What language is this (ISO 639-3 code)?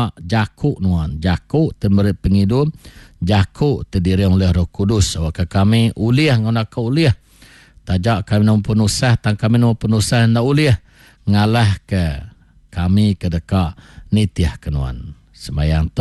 iba